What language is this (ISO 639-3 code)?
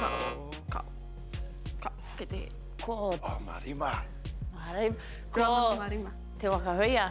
mri